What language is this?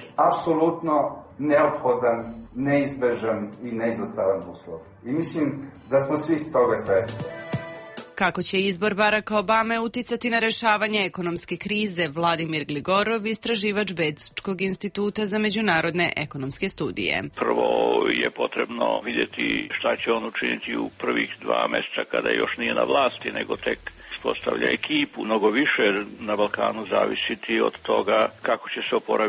Serbian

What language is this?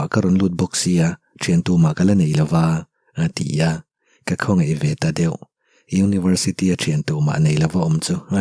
Mizo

